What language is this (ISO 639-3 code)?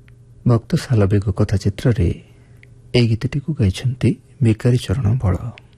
ori